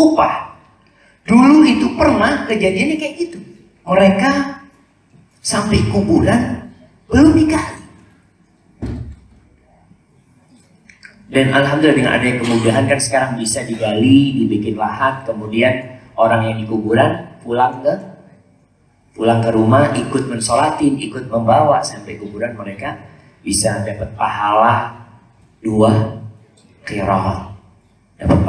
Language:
Indonesian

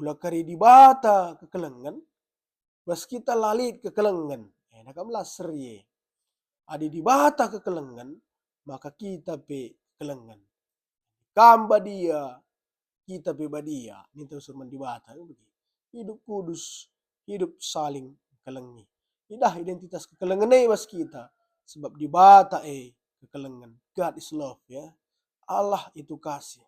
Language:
Batak Karo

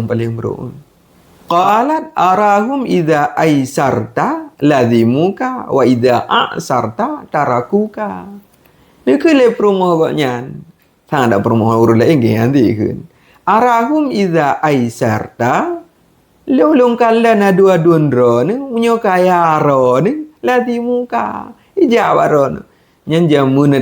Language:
Achinese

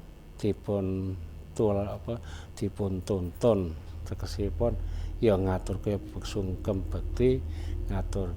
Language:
Javanese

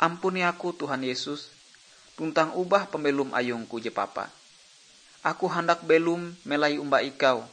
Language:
Ngaju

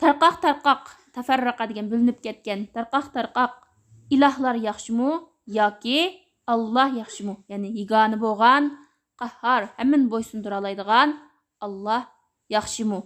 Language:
Uyghur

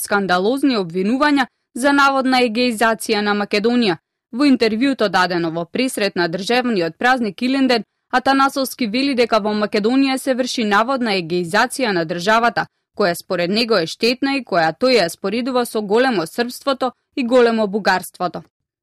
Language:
Macedonian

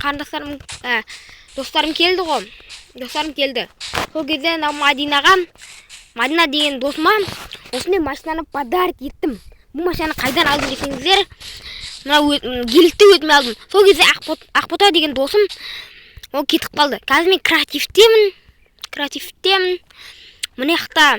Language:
Kazakh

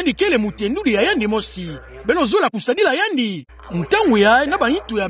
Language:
Kituba (Democratic Republic of Congo)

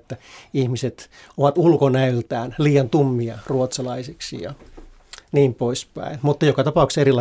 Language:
Finnish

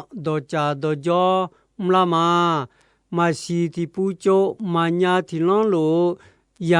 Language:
Akha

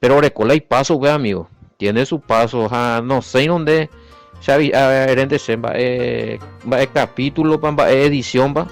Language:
Guarani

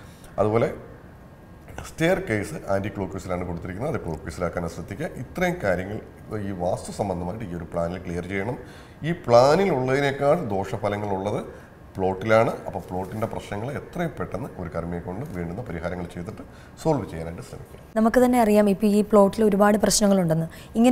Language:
Malayalam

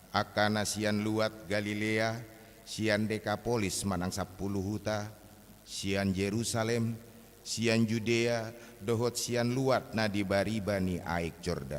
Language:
Batak Toba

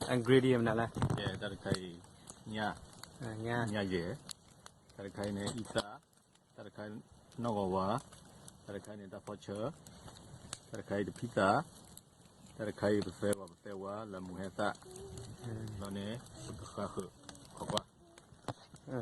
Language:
S'gaw Karen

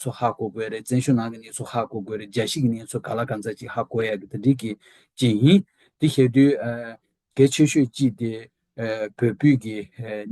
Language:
Tibetan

